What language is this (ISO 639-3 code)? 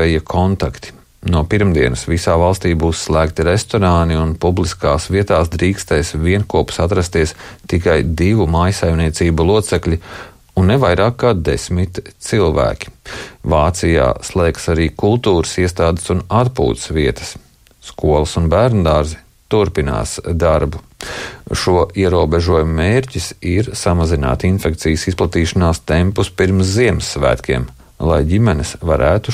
lav